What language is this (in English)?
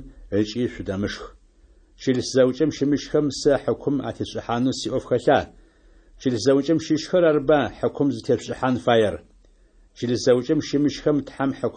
Adyghe